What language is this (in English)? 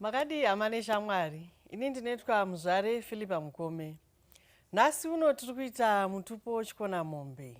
Shona